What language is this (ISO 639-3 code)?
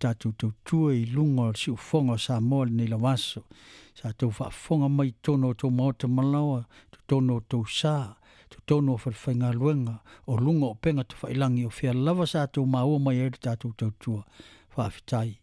smo